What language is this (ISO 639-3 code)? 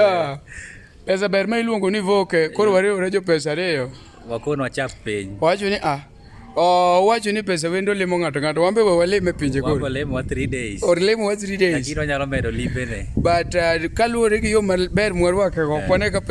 luo